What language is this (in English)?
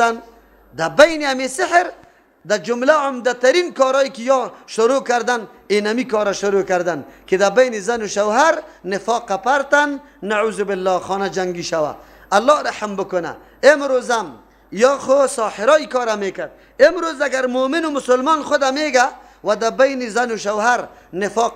Persian